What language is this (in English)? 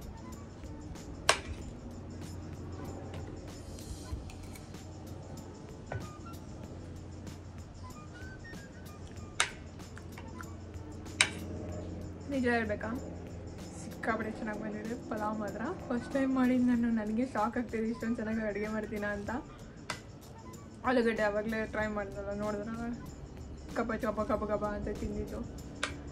Kannada